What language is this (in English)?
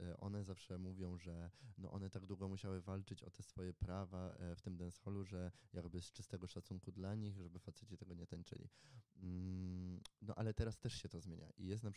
Polish